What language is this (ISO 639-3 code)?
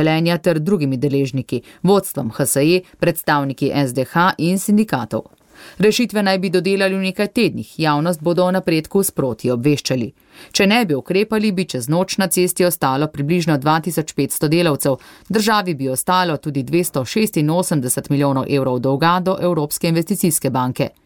slv